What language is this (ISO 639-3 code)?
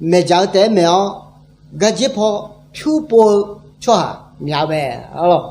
ahk